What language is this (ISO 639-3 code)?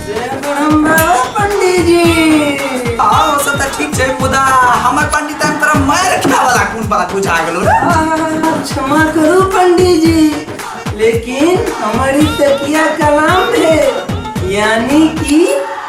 mai